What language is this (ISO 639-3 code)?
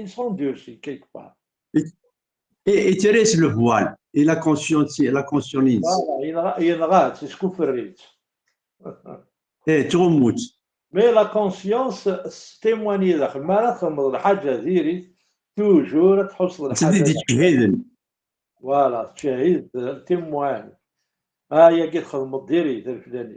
kab